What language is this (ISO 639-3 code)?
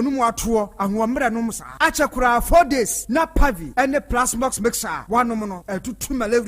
aka